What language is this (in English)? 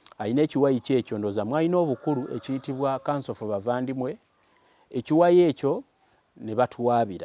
Ganda